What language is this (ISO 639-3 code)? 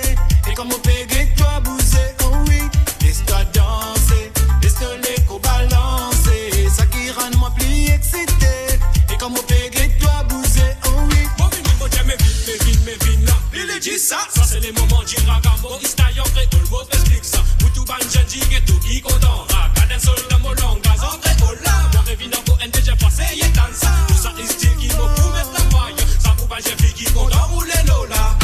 mfe